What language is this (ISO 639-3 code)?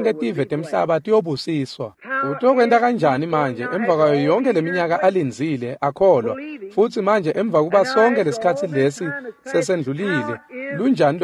ssw